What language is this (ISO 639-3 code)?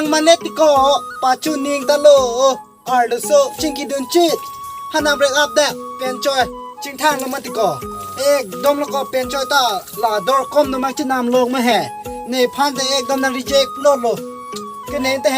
mjw